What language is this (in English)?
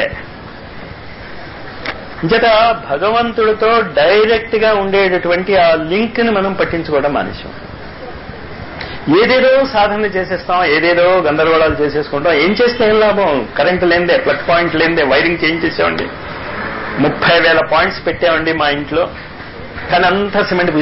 Telugu